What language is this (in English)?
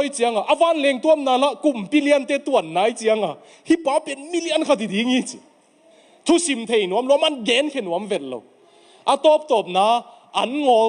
Tedim Chin